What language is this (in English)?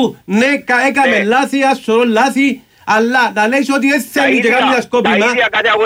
Greek